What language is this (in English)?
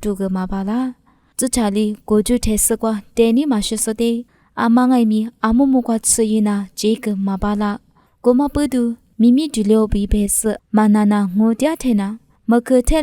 Lisu